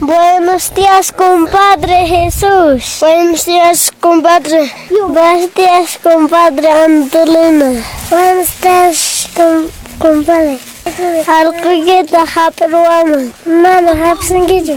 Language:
Quechua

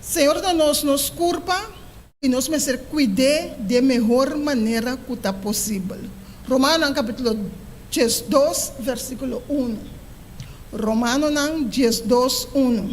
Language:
Papiamento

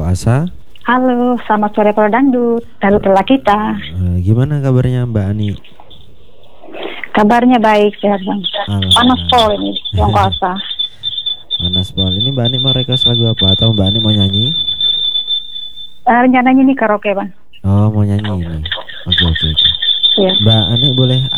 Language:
Indonesian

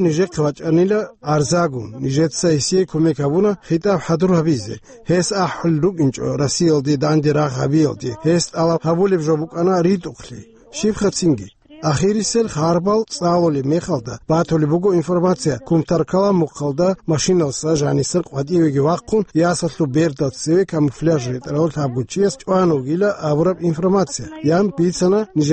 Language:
Avaric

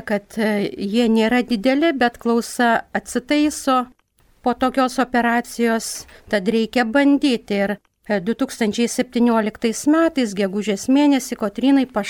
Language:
Lithuanian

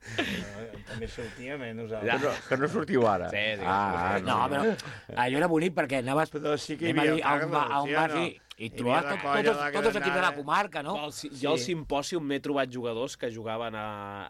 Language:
Catalan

